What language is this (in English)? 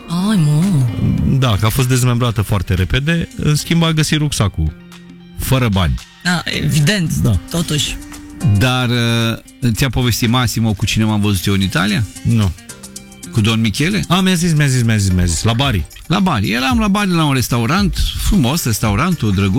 Romanian